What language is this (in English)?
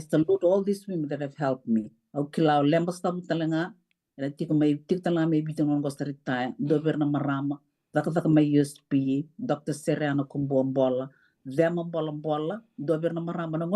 Fijian